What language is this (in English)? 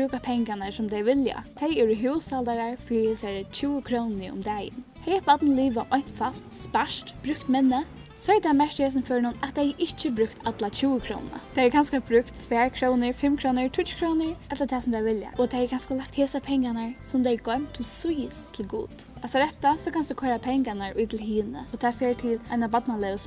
Faroese